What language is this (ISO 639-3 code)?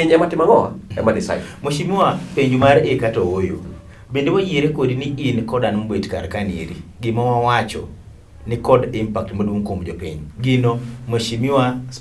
luo